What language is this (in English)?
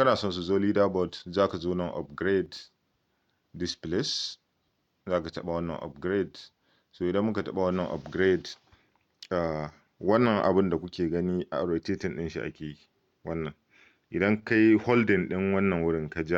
Hausa